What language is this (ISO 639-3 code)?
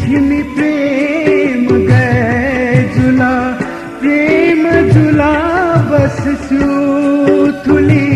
new